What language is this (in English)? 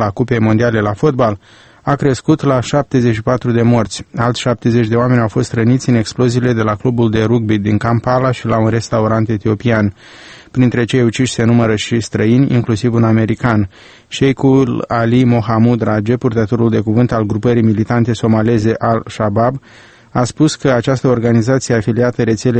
Romanian